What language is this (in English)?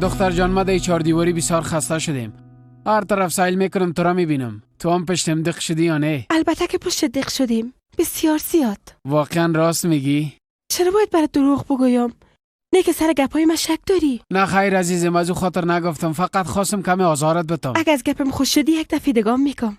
Persian